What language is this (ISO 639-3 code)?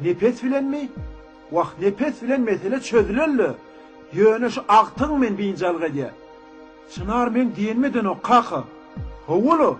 tuk